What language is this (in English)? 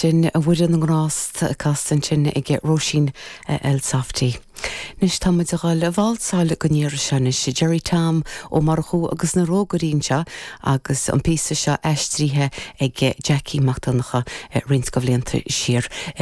Irish